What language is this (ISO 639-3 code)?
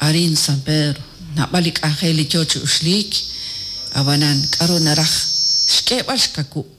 kek